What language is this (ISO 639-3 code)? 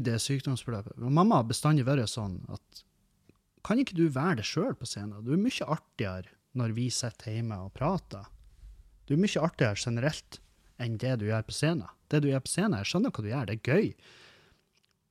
nor